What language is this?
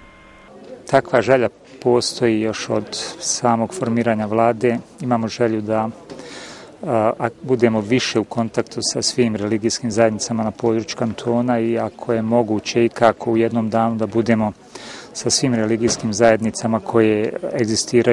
Bosnian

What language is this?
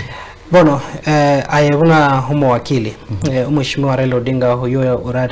Gusii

